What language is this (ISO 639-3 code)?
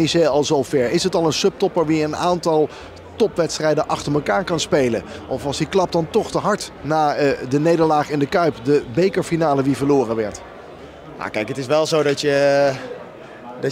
nld